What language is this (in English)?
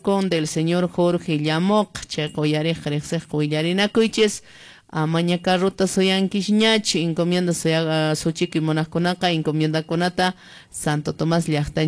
Quechua